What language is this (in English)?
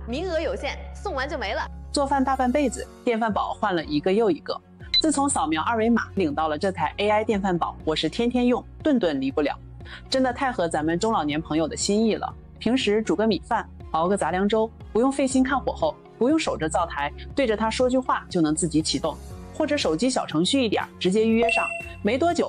Chinese